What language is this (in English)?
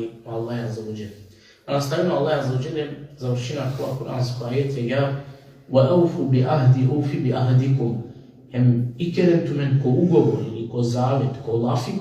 Balkan Romani